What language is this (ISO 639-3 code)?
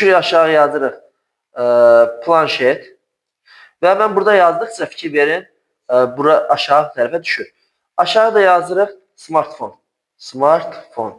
aze